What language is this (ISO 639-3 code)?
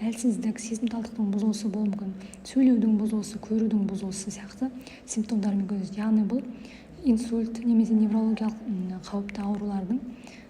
kaz